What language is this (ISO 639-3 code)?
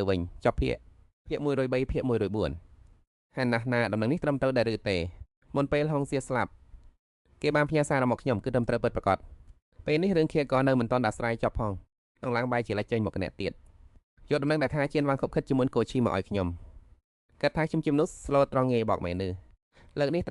khm